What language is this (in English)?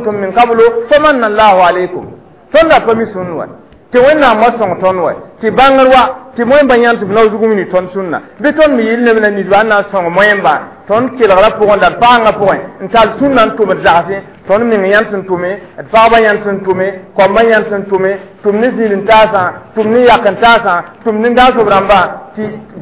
Mossi